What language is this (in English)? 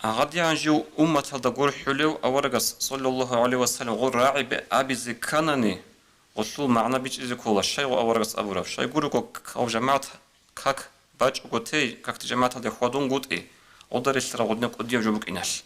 Avaric